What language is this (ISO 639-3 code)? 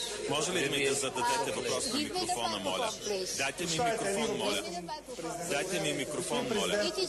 bul